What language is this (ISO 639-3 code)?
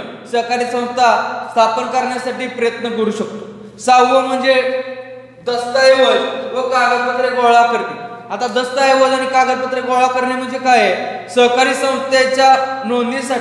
mar